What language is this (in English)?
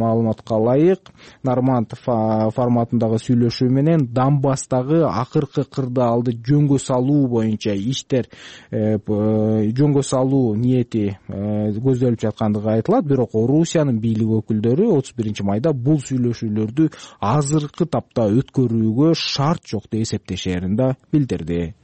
Kyrgyz